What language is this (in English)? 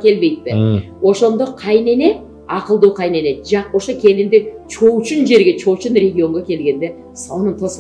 Kyrgyz